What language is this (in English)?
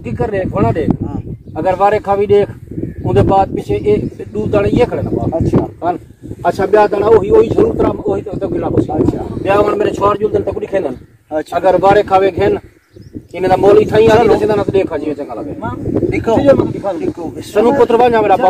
Saraiki